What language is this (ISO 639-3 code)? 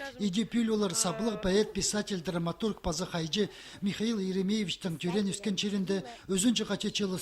kjh